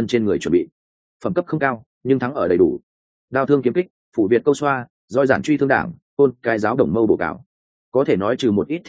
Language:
Vietnamese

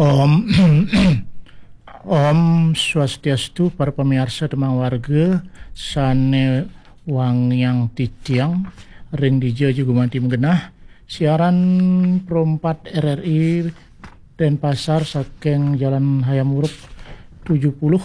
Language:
Balinese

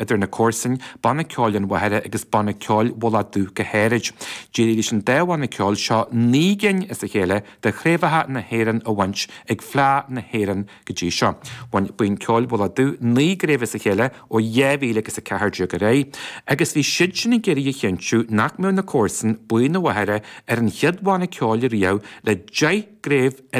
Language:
Irish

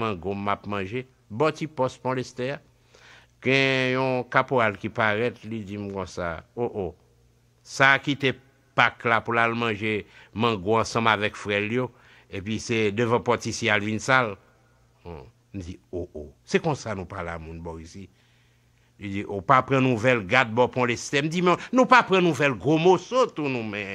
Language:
Haitian Creole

